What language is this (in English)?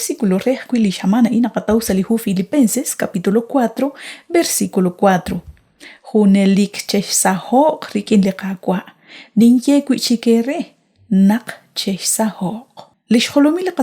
Kekchí